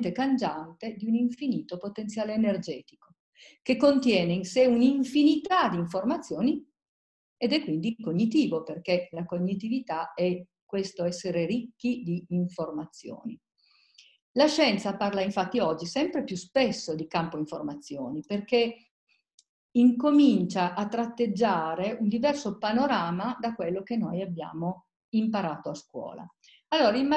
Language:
Italian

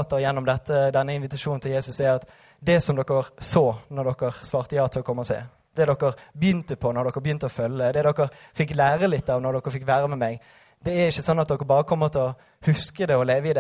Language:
Norwegian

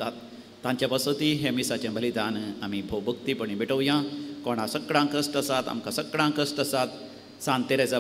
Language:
Konkani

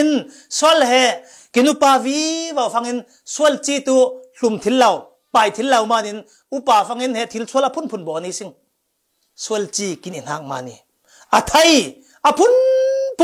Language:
Falam Chin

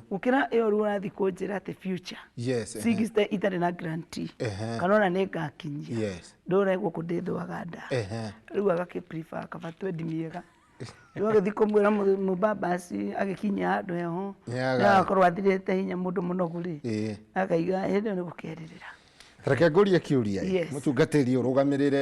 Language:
Kikuyu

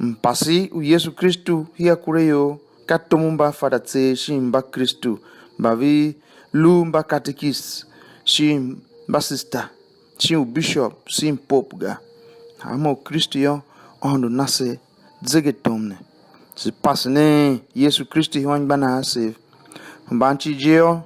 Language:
Tiv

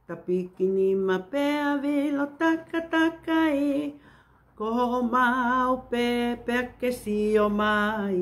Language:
Tongan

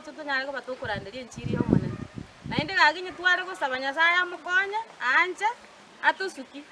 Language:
Gusii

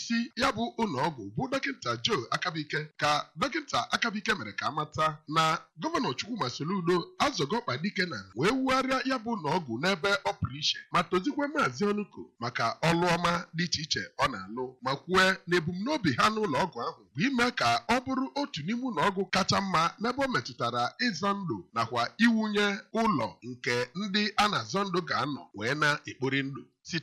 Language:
Igbo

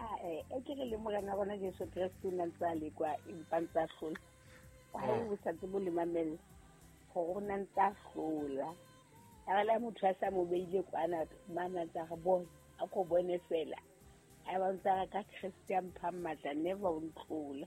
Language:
Southern Sotho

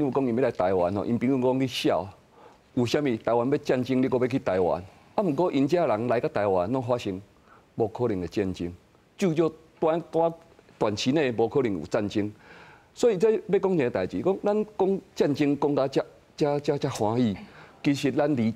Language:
Min Nan Chinese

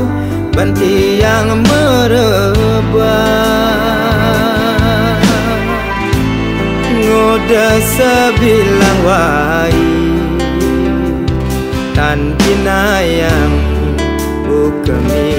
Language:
Balinese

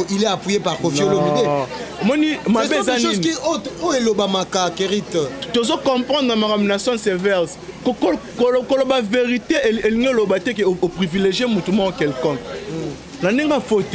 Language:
Lingala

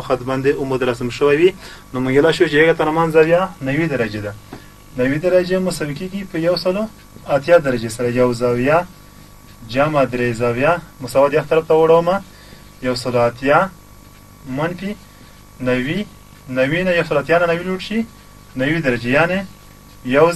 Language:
Pashto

